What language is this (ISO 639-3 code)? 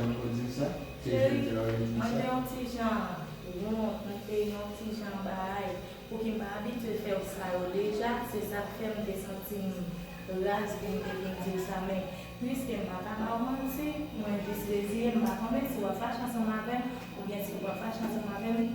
hat